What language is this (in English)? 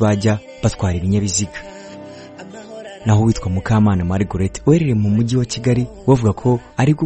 Kinyarwanda